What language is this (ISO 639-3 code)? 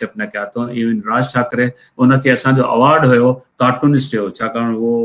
snd